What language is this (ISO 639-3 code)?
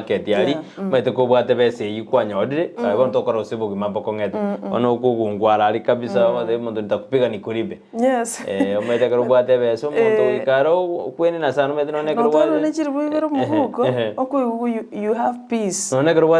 guz